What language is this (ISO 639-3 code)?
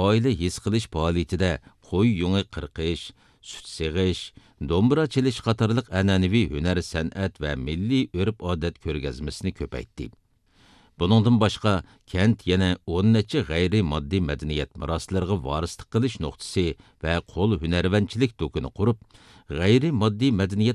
uig